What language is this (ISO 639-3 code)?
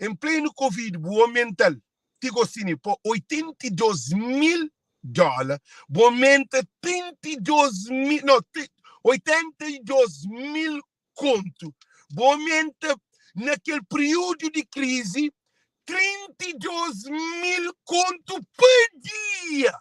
kea